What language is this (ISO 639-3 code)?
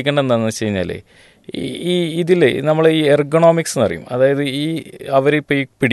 mal